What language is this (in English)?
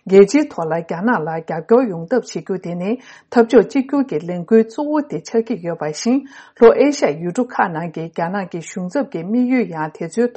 Tibetan